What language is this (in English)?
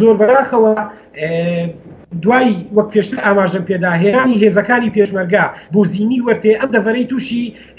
Central Kurdish